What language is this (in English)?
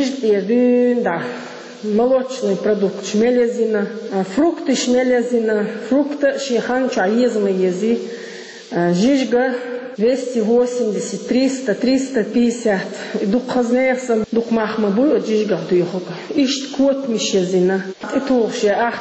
Chechen